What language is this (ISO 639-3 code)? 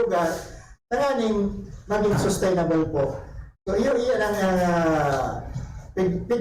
bik